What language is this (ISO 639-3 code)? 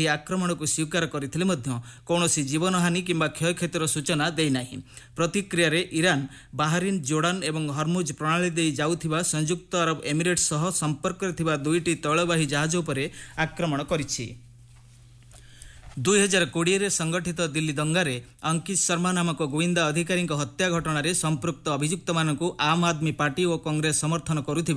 ori